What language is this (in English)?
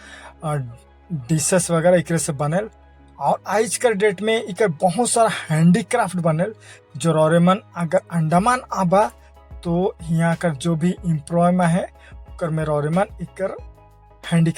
Sadri